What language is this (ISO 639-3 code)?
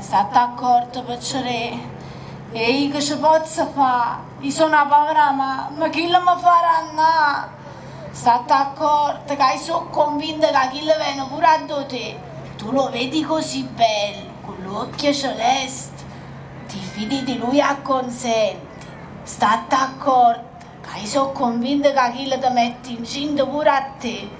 nap